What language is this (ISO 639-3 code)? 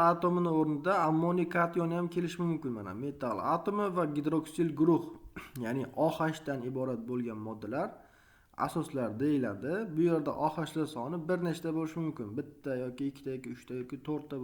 uzb